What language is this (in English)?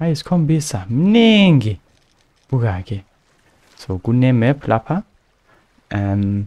Zulu